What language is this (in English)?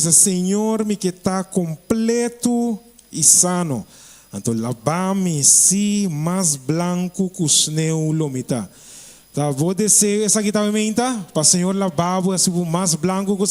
Papiamento